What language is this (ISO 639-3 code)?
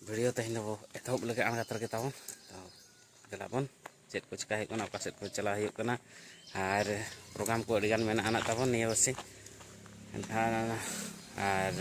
sat